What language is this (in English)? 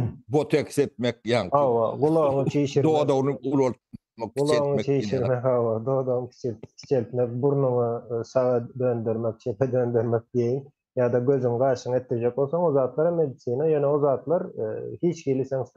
Turkmen